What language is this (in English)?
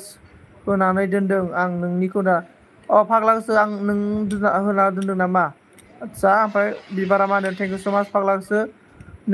Bodo